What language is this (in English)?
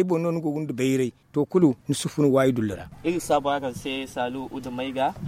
Zarma